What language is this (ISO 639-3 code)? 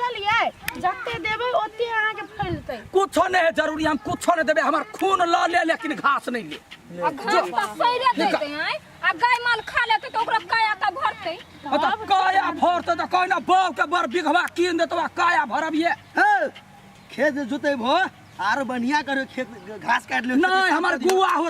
mai